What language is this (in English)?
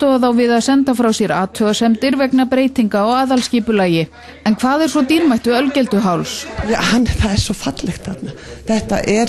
Icelandic